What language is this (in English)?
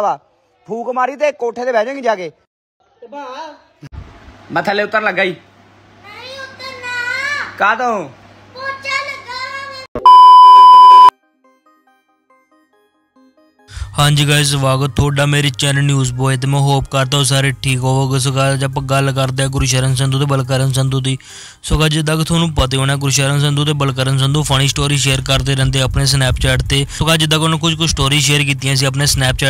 Punjabi